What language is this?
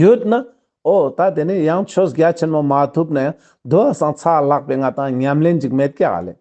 Ladakhi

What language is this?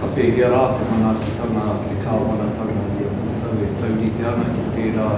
Māori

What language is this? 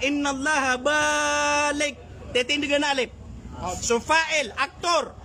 Maranao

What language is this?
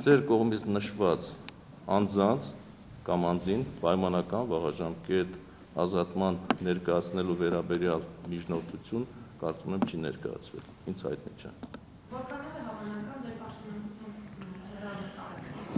Armenian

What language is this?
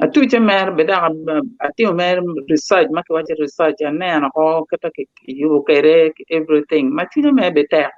Acoli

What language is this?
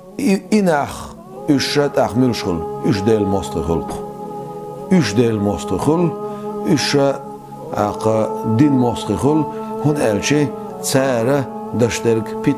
Chechen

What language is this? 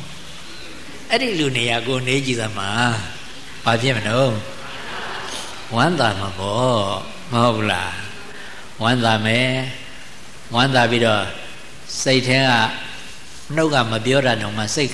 Burmese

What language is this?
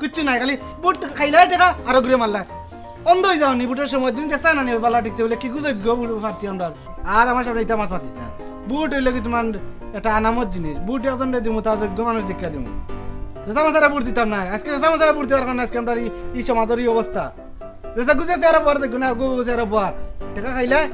Sylheti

